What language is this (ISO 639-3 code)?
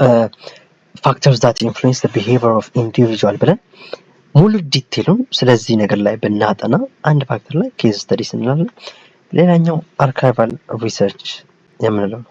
amh